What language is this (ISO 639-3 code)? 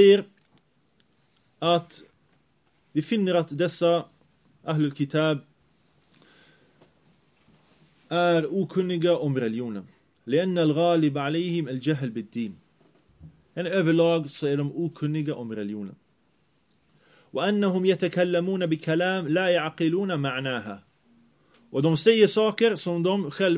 swe